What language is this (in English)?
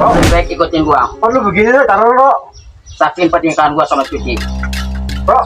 Betawi